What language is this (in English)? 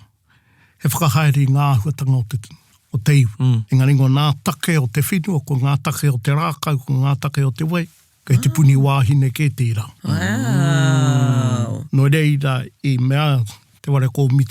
Māori